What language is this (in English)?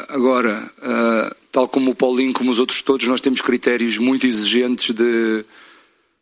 Portuguese